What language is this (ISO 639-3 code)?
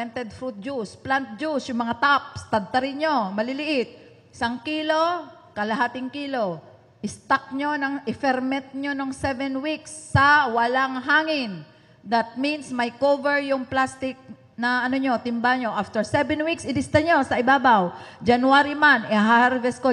fil